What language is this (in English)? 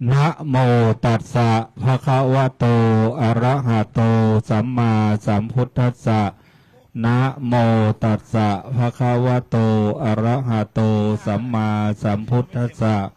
Pali